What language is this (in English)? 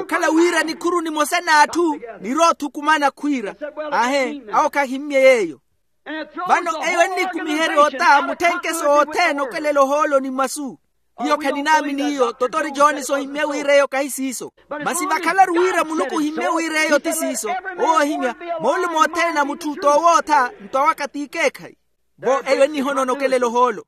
Makhuwa